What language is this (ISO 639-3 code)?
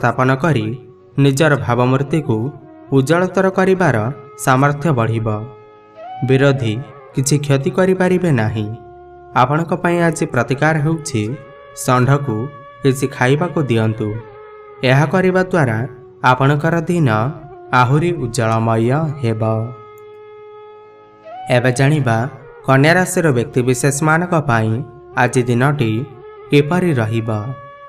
ori